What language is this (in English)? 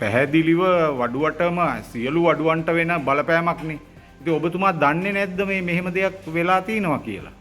Sinhala